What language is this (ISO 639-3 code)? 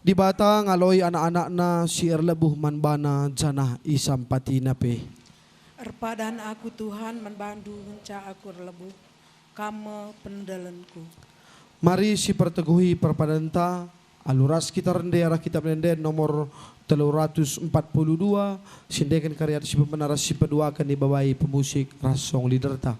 btx